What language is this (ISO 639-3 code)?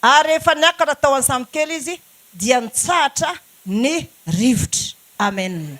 mlg